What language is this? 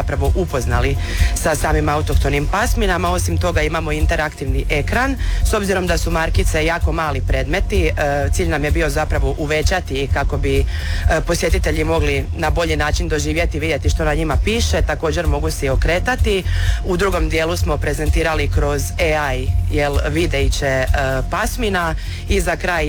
Croatian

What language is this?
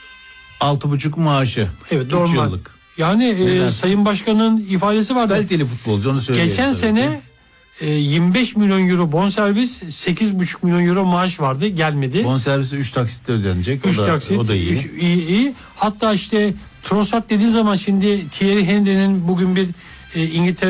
Turkish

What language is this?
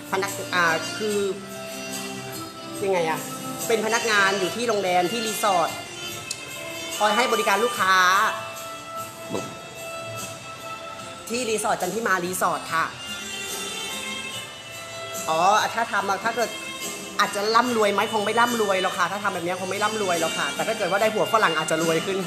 Thai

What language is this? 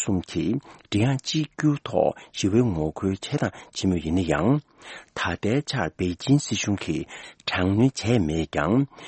Tibetan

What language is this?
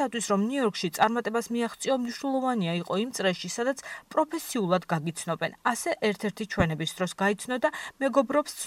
Georgian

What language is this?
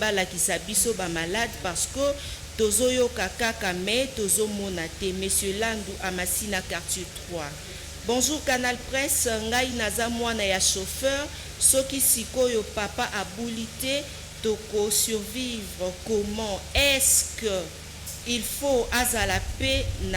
Lingala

